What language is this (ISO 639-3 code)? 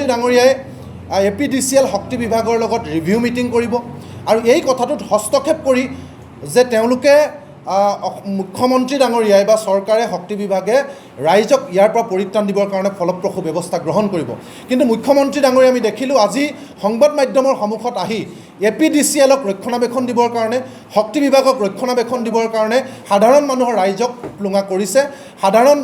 asm